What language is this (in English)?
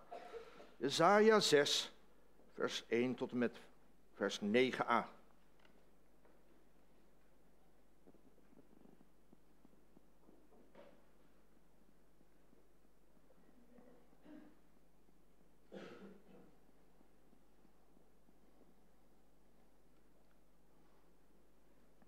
Dutch